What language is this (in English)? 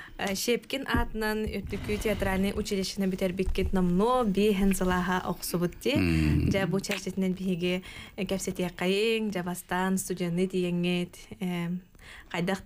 Yakut